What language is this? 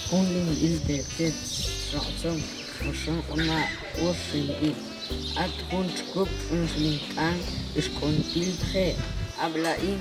Tektiteko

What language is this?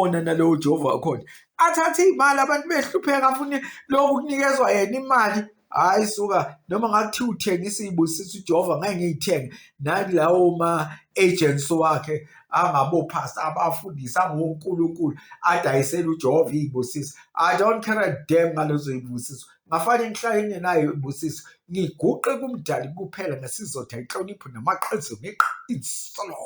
Zulu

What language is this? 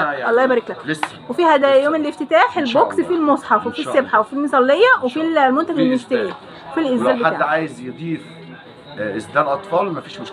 Egyptian Arabic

